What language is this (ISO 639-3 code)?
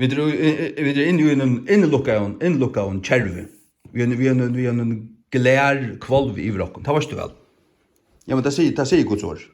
fao